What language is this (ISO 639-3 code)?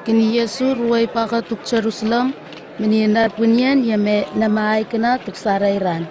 nwi